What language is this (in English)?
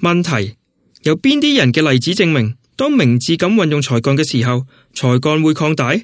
Cantonese